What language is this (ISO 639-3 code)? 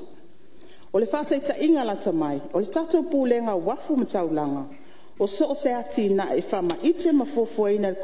smo